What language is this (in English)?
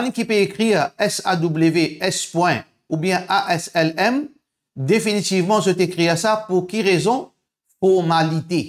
Morisyen